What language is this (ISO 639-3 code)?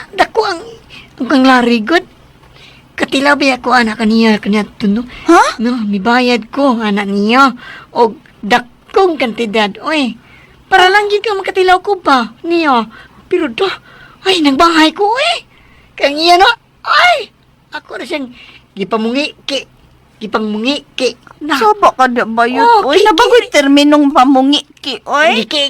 ceb